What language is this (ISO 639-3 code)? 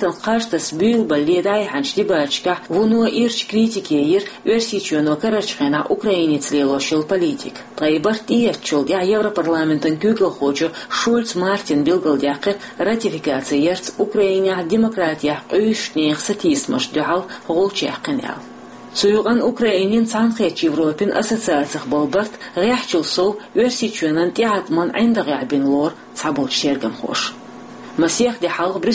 che